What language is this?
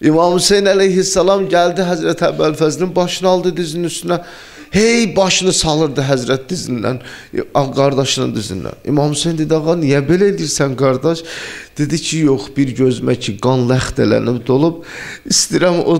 Azerbaijani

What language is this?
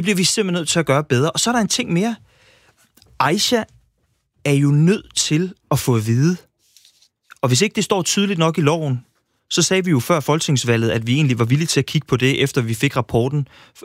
Danish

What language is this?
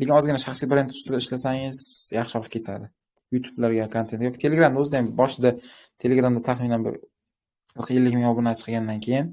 Uzbek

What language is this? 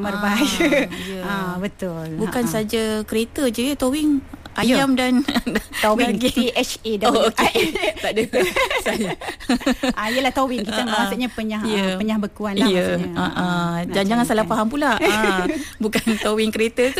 Malay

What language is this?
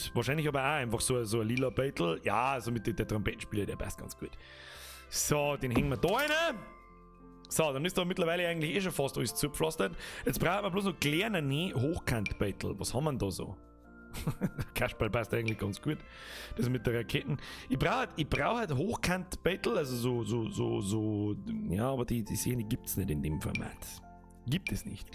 Bavarian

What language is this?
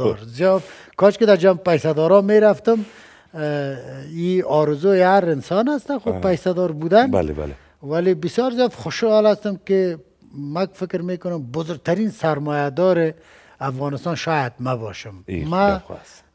Persian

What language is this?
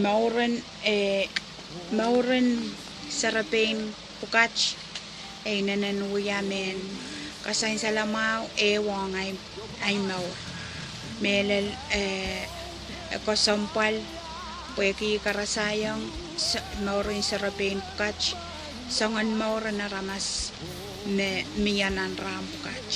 Pohnpeian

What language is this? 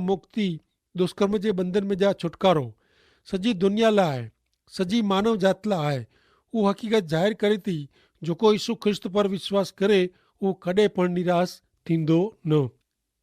Kachhi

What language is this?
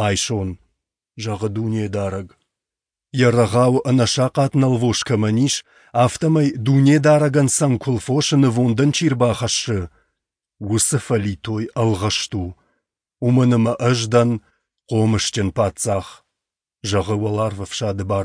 Ossetic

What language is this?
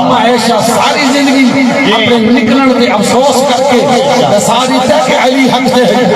Saraiki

